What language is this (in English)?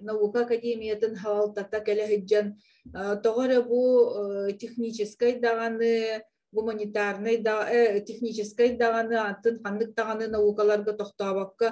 Yakut